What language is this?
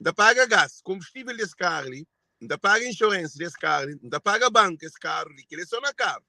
Kabuverdianu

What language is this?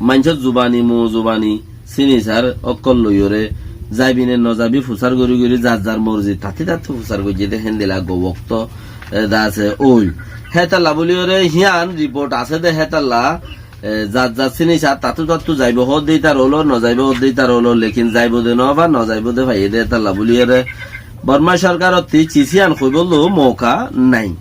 Rohingya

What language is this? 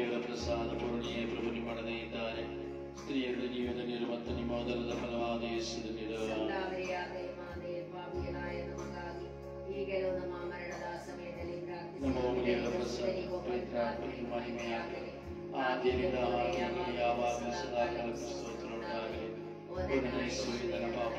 Kannada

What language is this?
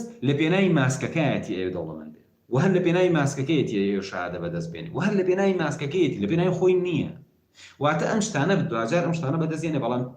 Central Kurdish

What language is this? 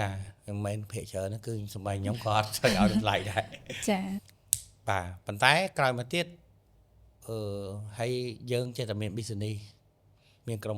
Khmer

